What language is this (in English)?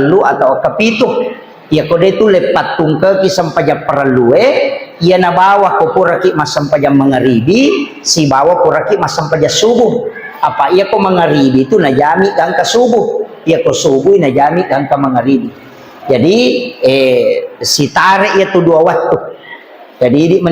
Buginese